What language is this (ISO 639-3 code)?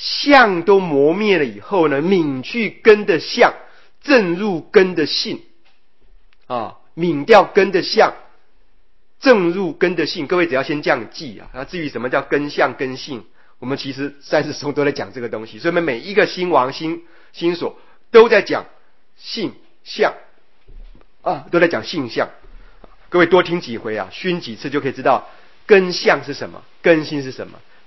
zho